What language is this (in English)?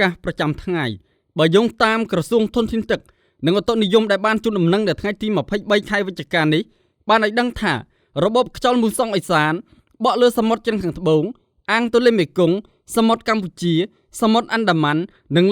Khmer